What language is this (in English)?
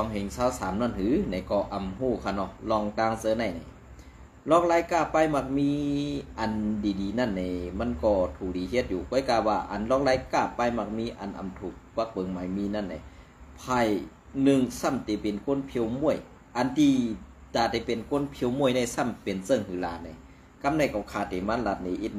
Shan